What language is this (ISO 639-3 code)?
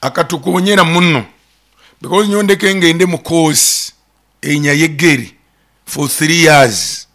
nyo